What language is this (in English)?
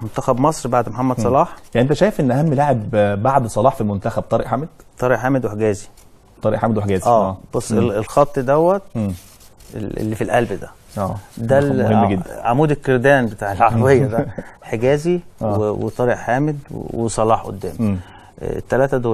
Egyptian Arabic